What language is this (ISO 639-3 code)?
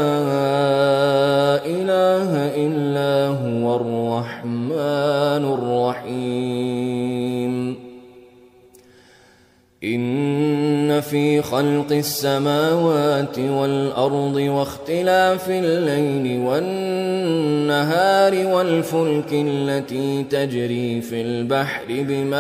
ara